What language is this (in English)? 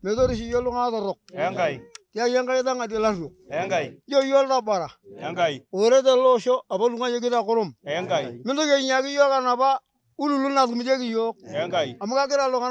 Masai